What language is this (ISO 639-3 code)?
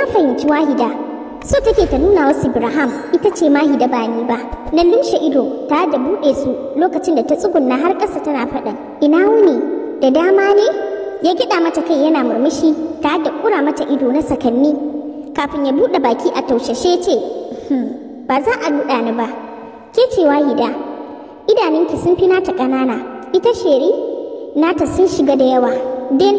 hau